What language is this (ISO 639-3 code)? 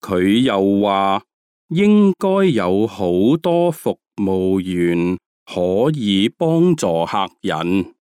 yue